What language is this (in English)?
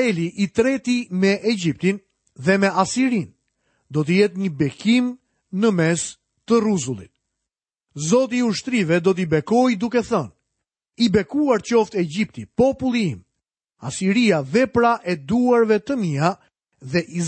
Albanian